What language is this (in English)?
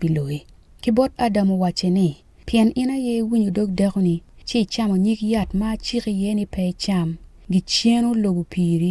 Acoli